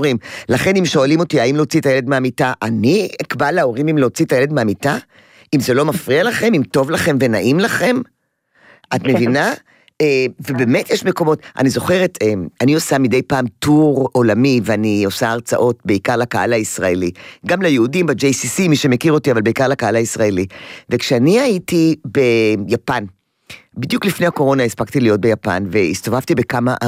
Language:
Hebrew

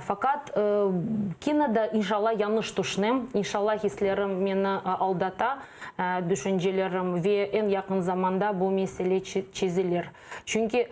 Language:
Crimean Tatar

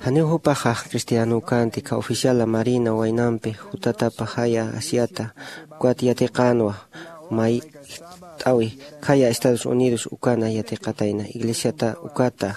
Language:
Aymara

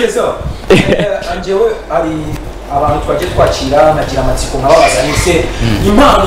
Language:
Kinyarwanda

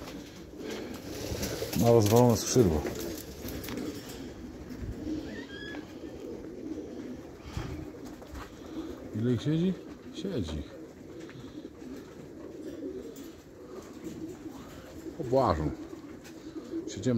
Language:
Polish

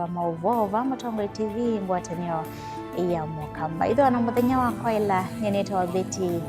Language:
Kamba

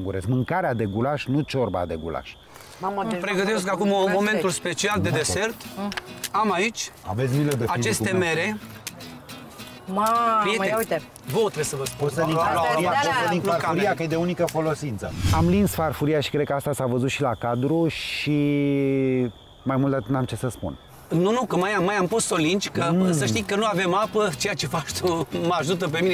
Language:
Romanian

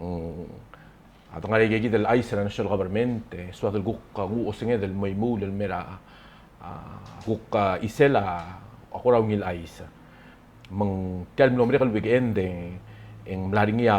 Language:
Palauan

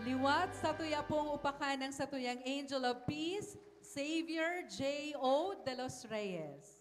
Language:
Bikol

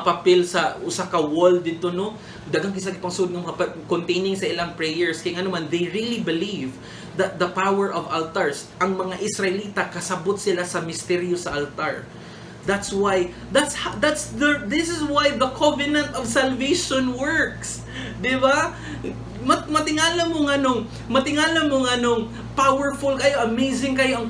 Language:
Cebuano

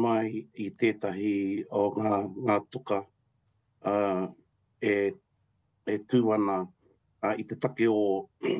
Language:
Māori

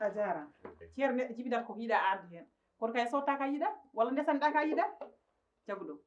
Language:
Fula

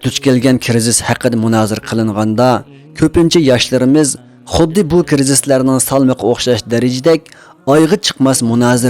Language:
Uyghur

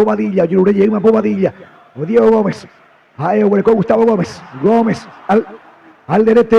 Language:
Guarani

